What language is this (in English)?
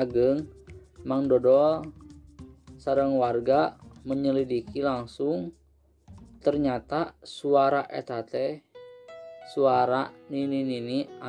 Sundanese